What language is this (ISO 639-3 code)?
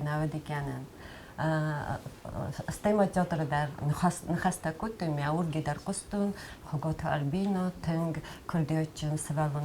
oss